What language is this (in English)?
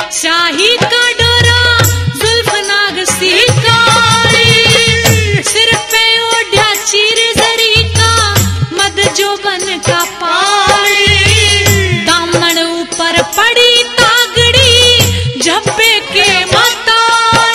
Haryanvi